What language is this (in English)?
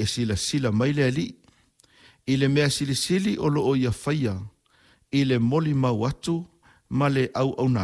Samoan